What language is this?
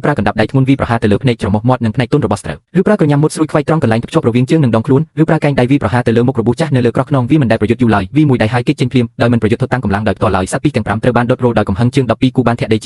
Khmer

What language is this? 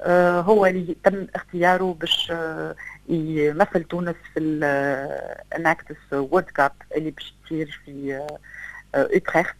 Tunisian Arabic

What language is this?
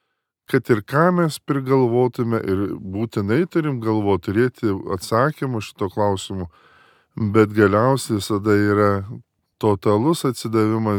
Lithuanian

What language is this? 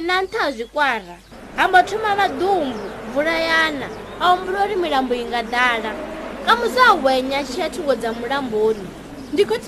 Venda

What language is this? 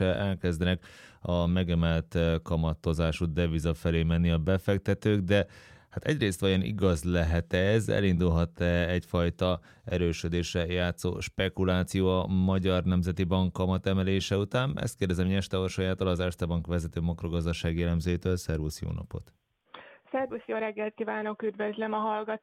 Hungarian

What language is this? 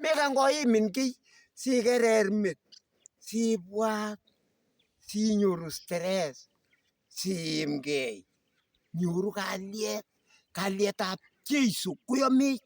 Kalenjin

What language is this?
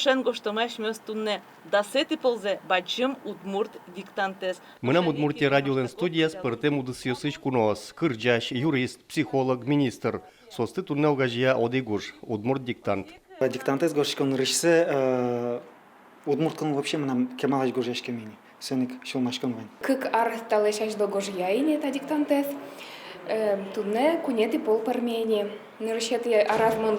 Udmurt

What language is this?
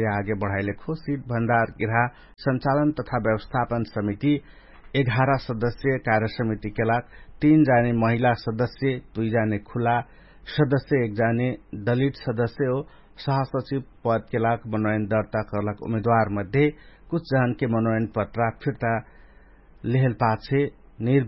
Dangaura Tharu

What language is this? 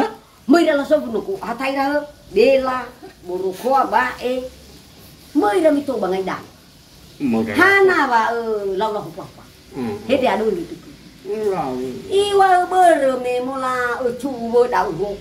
Nias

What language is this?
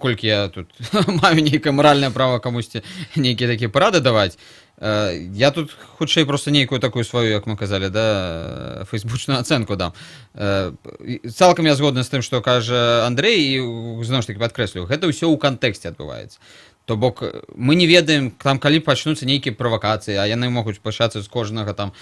Belarusian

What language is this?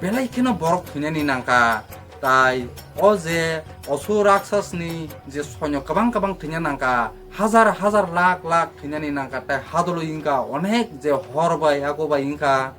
Kok Borok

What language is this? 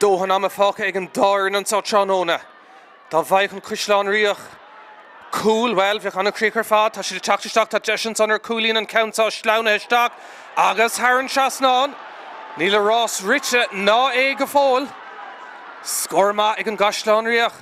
Irish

